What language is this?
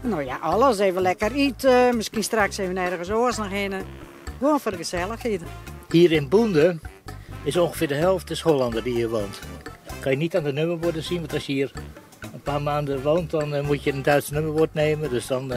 Western Frisian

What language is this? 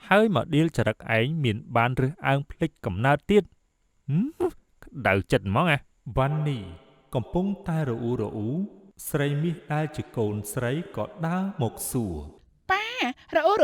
Khmer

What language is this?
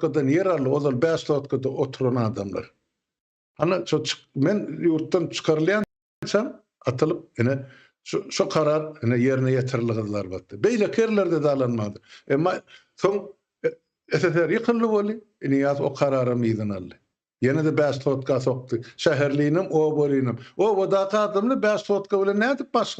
Turkmen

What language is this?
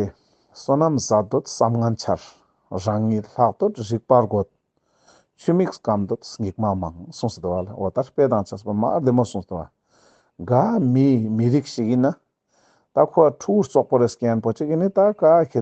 Ladakhi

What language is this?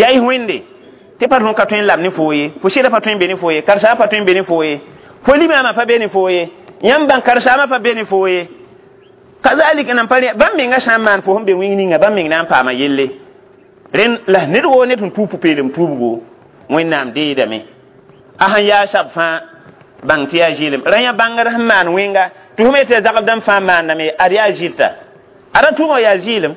Mossi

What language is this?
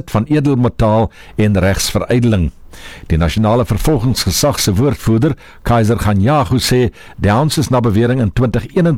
Afrikaans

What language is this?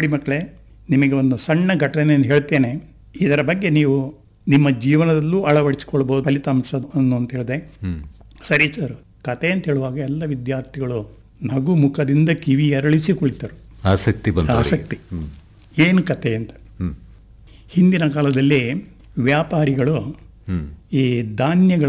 Kannada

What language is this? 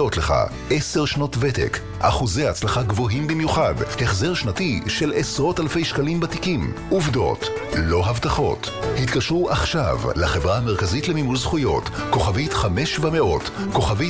Hebrew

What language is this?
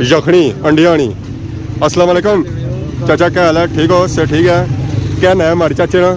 Pahari-Potwari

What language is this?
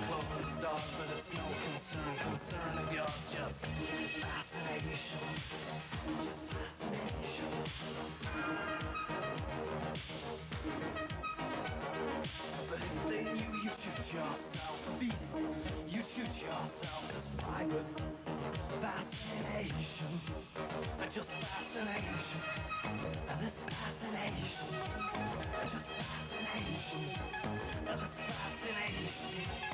English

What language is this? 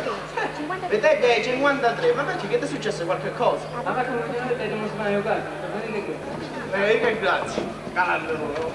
Sicilian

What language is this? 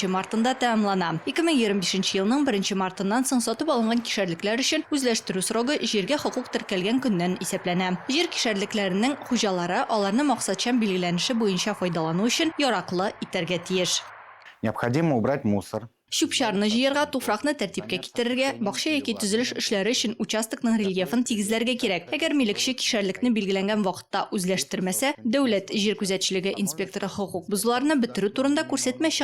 Tatar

